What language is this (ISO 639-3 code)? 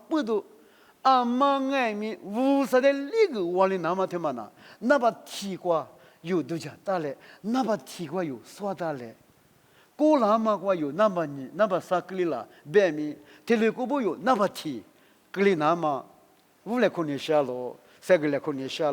lis